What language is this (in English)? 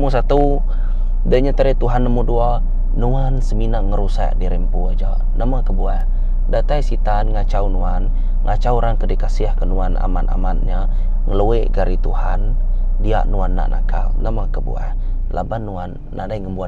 Iban